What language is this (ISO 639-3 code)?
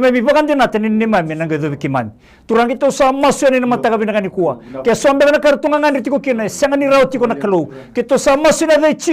fij